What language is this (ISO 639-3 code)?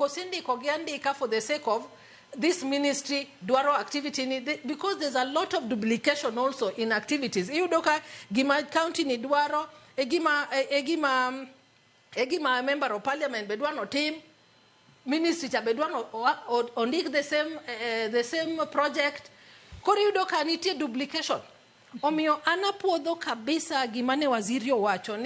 luo